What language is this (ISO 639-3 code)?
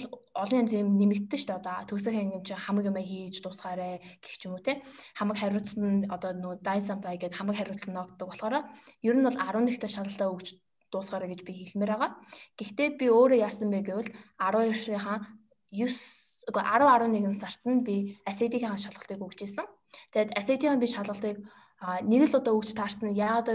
mon